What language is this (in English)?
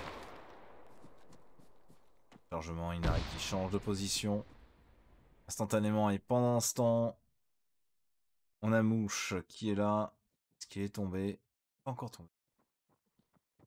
French